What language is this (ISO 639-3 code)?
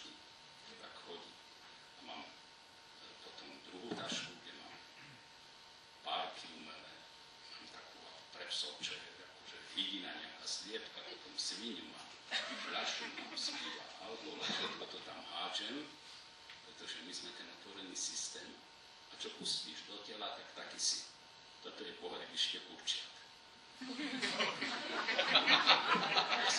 slk